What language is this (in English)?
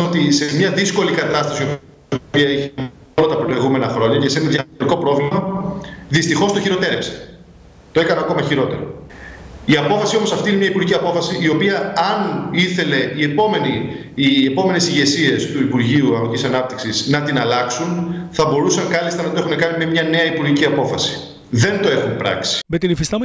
Greek